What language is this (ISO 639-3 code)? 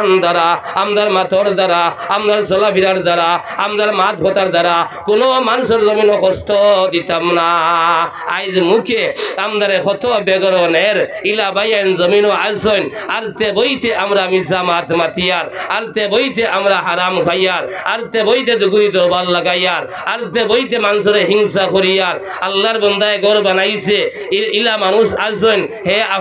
syl